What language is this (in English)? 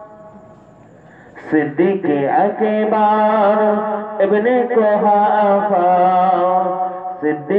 Bangla